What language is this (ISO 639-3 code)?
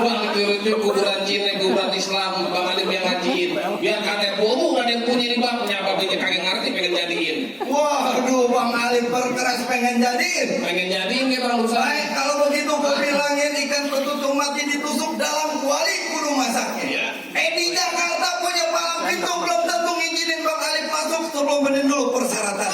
bew